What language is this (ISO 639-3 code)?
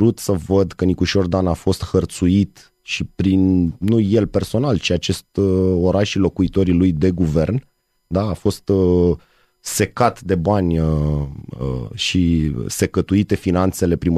ron